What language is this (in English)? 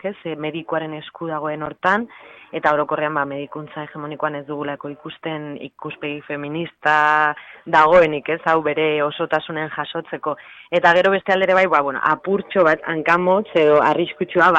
Basque